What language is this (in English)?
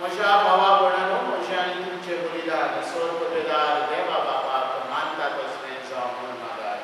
Konkani